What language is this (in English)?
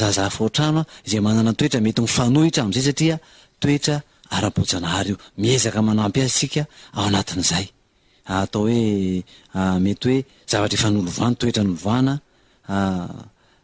Malagasy